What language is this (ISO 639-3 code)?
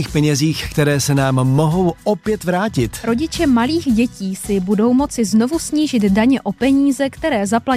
ces